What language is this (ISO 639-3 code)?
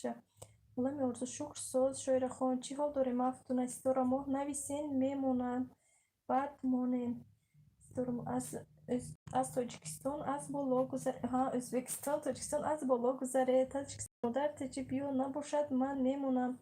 tgk